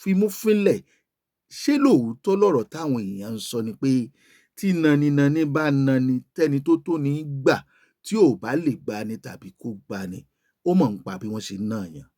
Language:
Yoruba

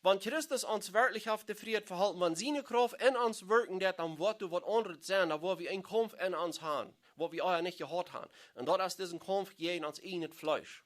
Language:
Plautdietsch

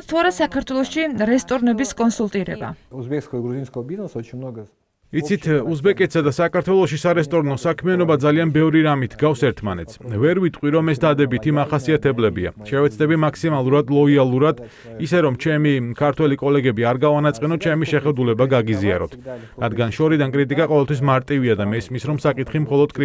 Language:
Georgian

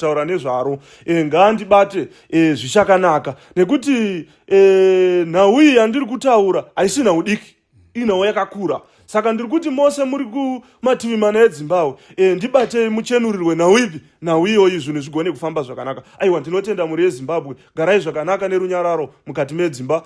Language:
Shona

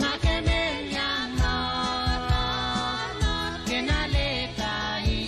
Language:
Pohnpeian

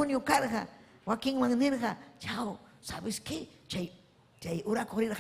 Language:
Ayacucho Quechua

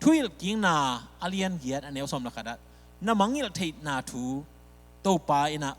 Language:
Tedim Chin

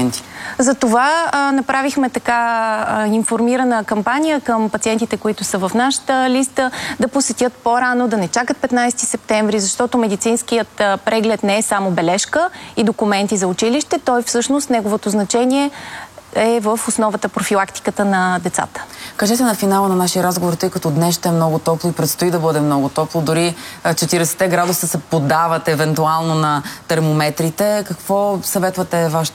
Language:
Bulgarian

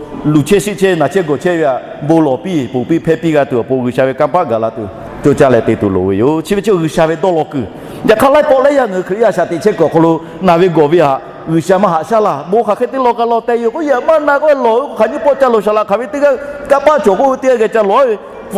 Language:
Lahu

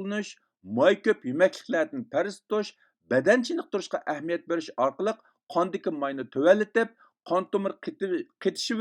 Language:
Uyghur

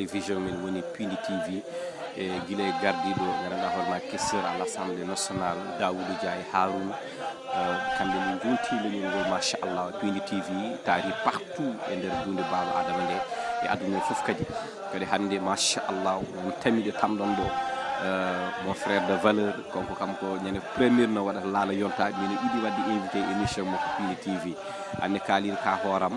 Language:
Fula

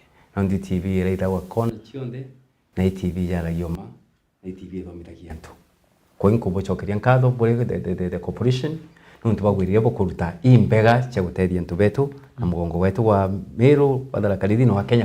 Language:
Meru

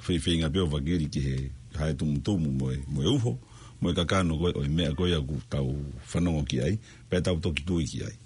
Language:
Tongan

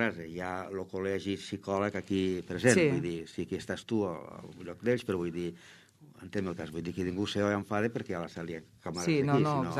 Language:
Catalan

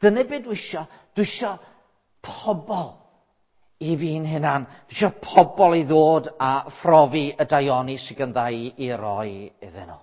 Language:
Welsh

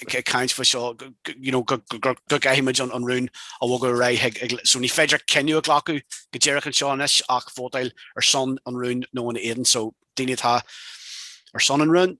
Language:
Irish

